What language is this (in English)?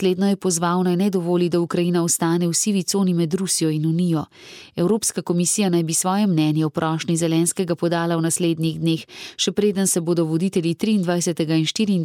Slovenian